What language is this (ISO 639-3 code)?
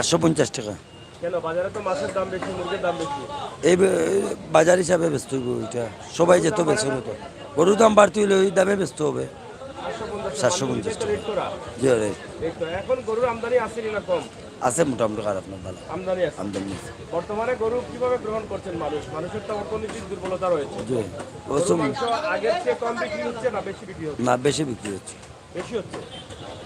syl